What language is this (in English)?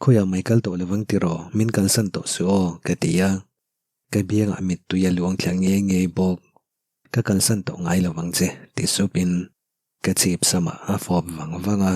Mizo